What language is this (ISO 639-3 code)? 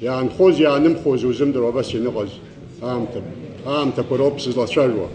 abk